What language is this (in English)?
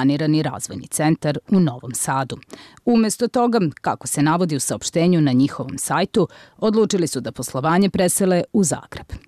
Bosnian